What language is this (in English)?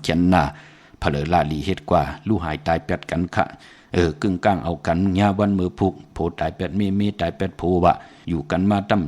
Shan